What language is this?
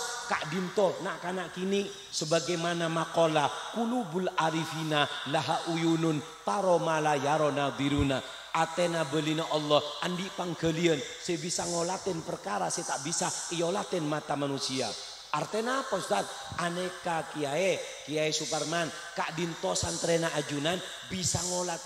Madurese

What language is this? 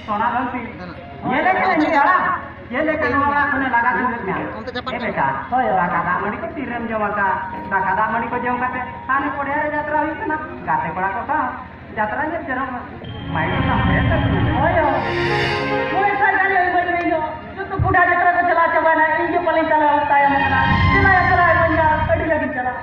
Santali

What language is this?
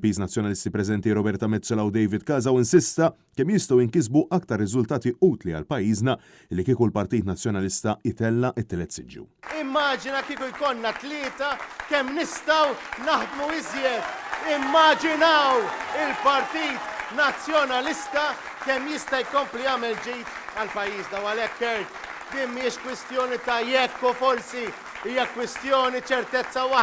Maltese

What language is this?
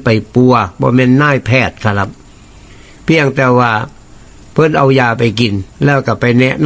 Northeastern Thai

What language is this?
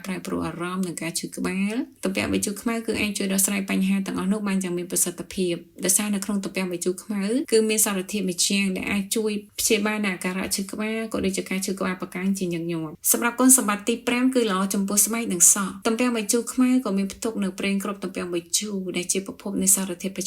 Khmer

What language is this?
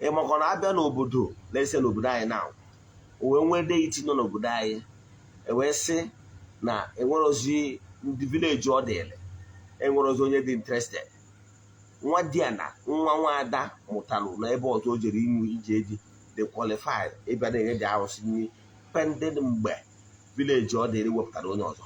Igbo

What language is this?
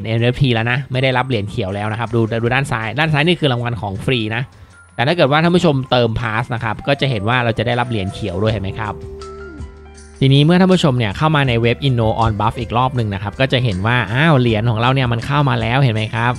Thai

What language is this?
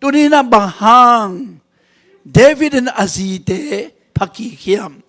Tedim Chin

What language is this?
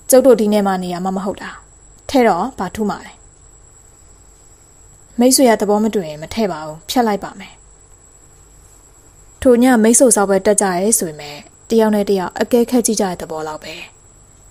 Burmese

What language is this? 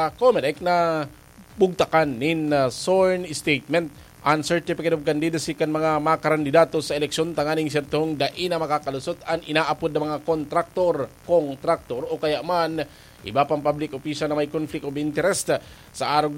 Bikol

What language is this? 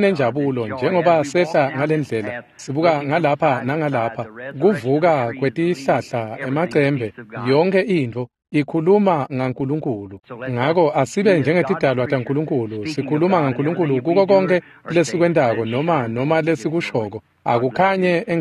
Swati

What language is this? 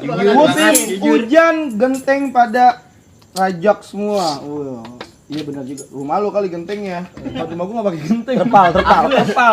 Betawi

